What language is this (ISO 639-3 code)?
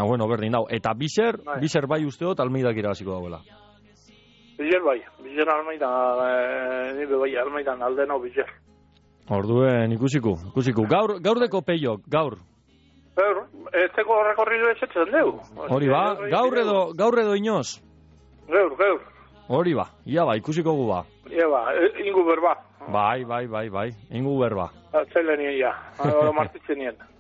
eus